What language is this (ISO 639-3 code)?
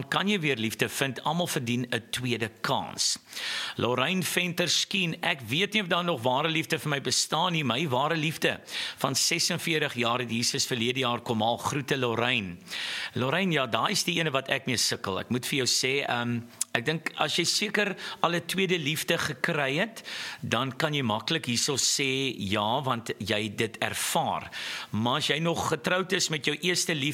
afr